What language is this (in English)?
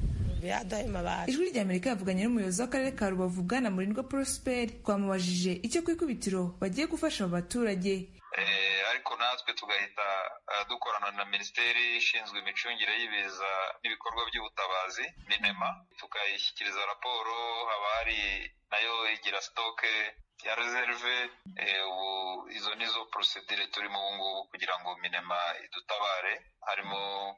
Kinyarwanda